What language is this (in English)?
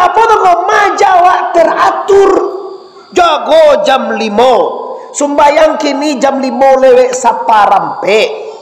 Minangkabau